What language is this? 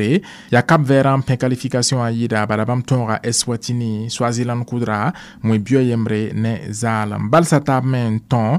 Mossi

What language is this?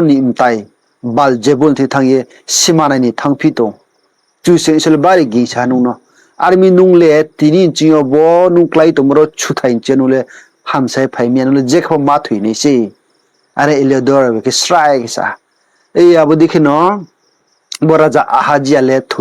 Riang (India)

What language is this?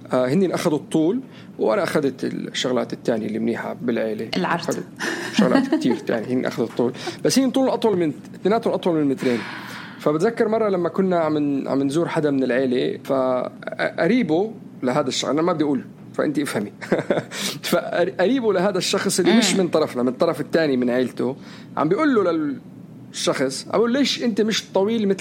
North Levantine Arabic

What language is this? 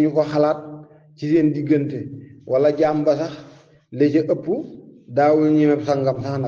Wolof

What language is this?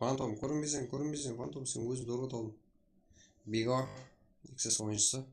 Kara-Kalpak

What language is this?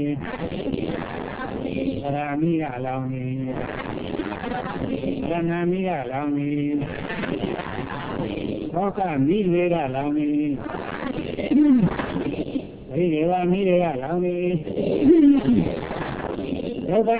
Burmese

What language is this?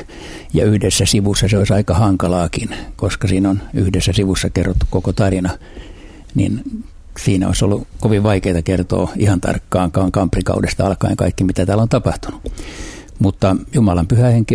Finnish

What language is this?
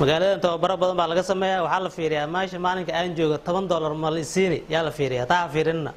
Somali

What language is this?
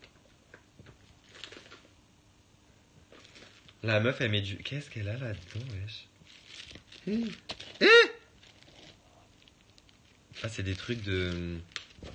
French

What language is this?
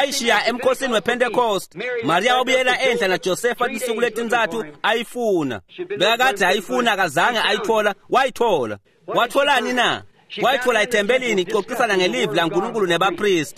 Swati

